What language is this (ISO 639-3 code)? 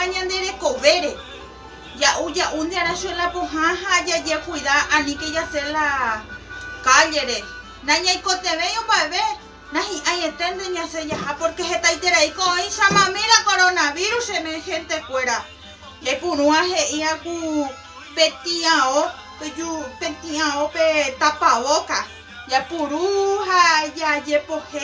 grn